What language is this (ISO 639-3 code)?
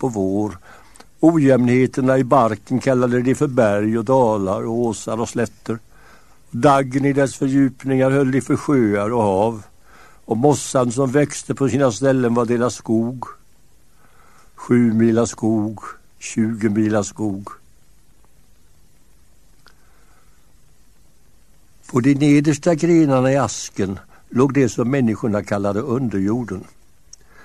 swe